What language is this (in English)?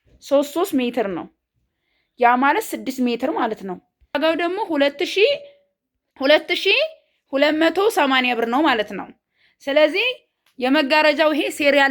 Amharic